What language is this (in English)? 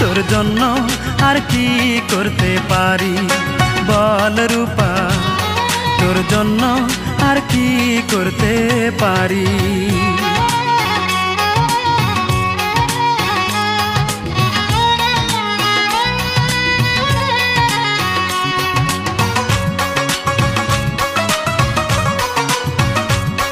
Bangla